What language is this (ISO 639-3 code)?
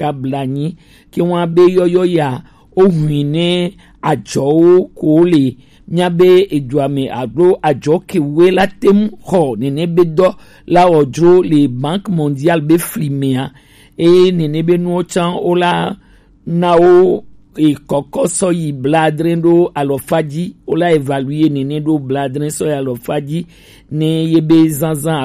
gej